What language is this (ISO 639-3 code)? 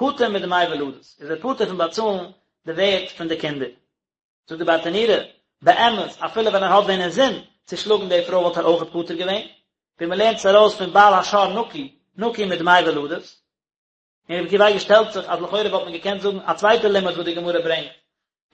yid